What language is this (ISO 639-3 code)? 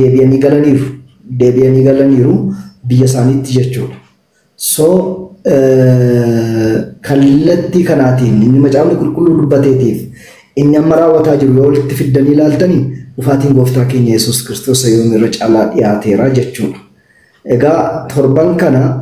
orm